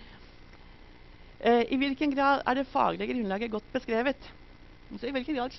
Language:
Norwegian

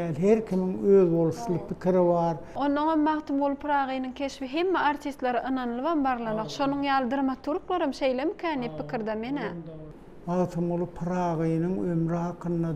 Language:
Turkmen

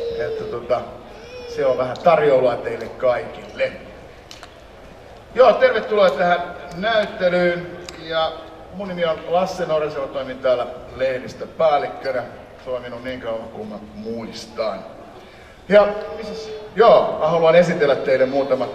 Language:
Finnish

